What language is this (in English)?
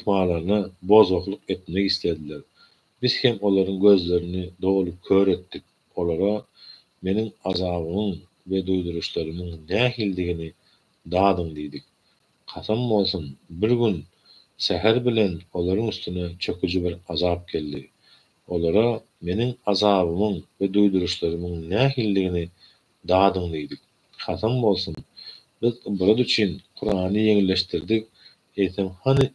Turkmen